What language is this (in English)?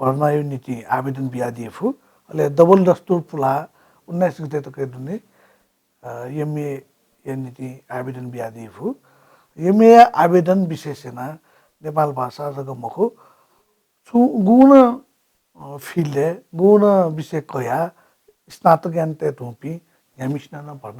Newari